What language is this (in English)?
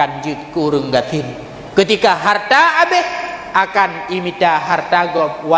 Achinese